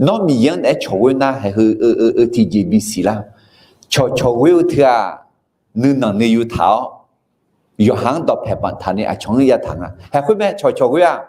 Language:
Akha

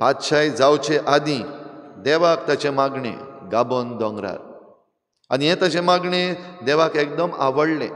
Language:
Konkani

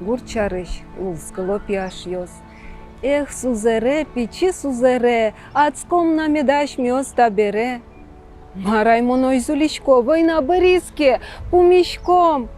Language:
Udmurt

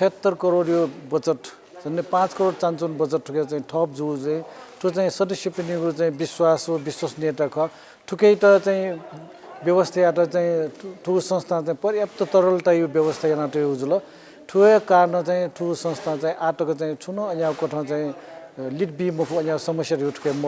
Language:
Newari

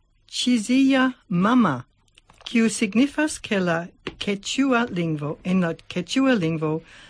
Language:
Esperanto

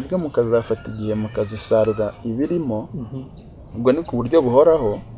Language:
Kinyarwanda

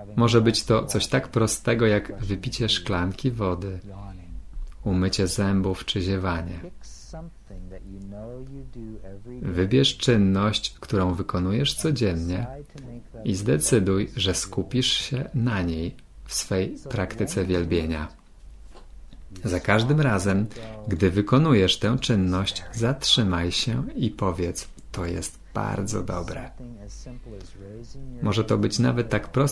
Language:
Polish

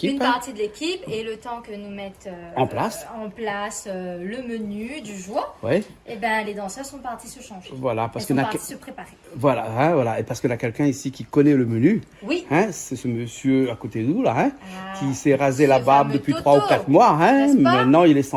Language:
Réunion Creole French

